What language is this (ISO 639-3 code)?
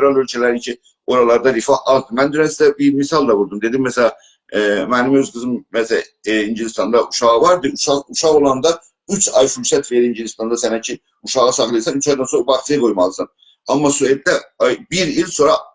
azb